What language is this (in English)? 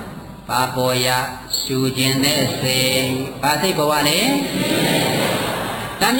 Burmese